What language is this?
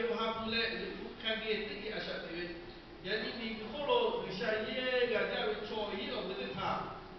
Lahu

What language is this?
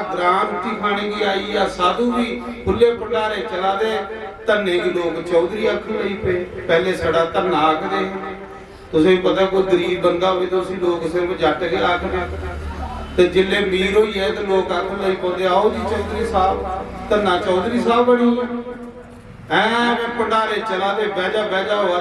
Dogri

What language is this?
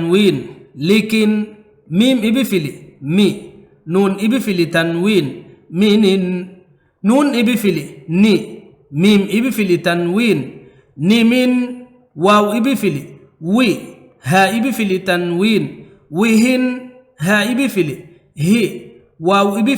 Divehi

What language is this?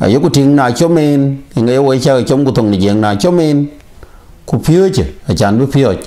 Dinka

